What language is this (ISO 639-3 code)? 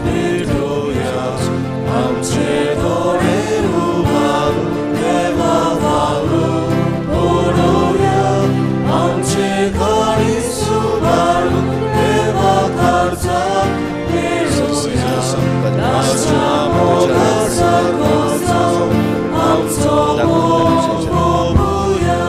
kok